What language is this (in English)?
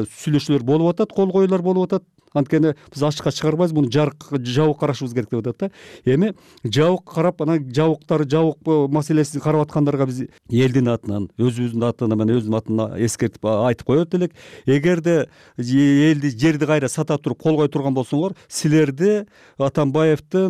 Kyrgyz